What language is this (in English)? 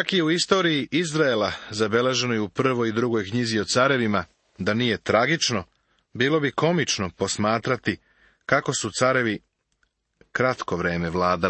Serbian